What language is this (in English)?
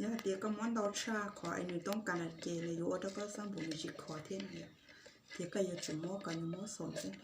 Hmong